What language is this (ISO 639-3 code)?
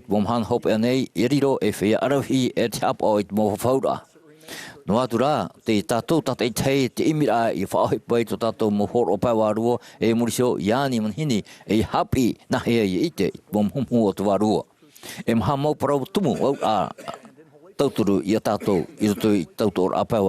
tah